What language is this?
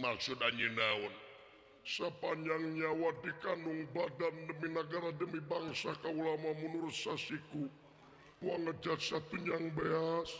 Sundanese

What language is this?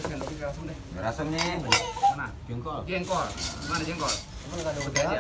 Betawi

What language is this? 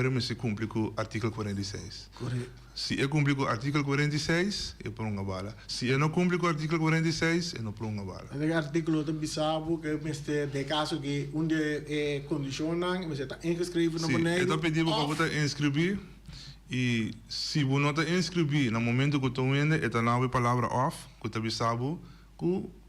Papiamento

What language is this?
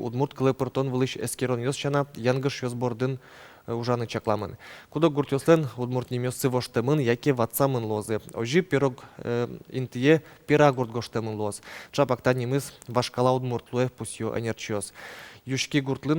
Udmurt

